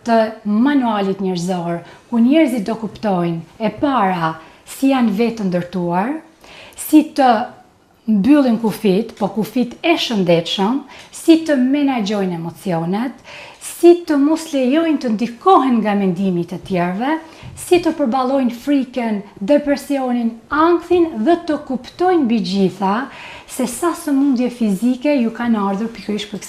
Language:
Albanian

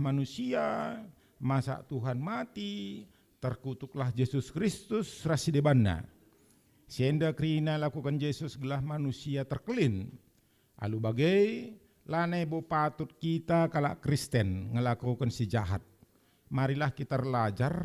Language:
Batak Karo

